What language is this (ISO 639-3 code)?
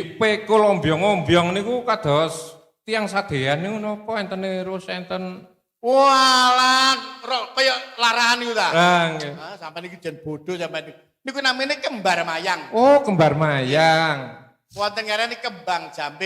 jav